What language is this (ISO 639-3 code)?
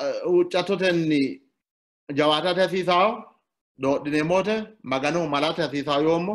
sid